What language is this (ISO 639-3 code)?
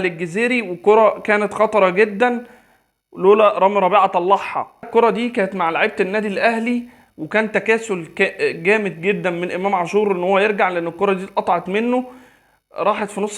arz